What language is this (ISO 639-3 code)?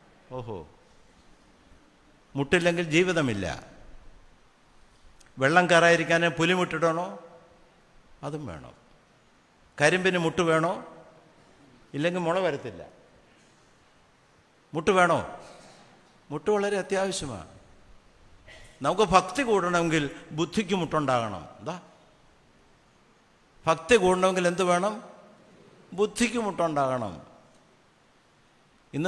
mal